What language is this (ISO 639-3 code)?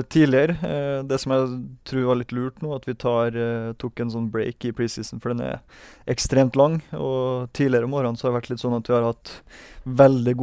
nor